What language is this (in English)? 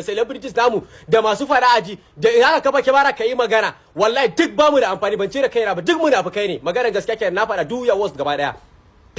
Hausa